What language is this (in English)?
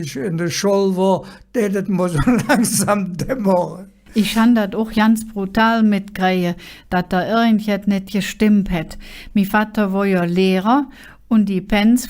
Colognian